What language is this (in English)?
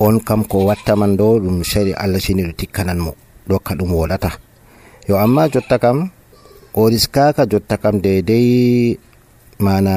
Nigerian Fulfulde